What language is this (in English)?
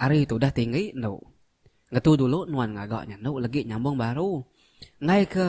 Iban